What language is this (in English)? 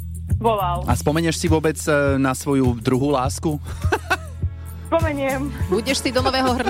Slovak